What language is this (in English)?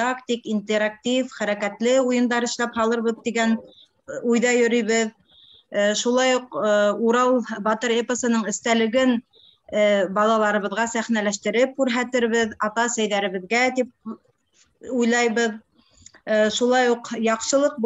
Bashkir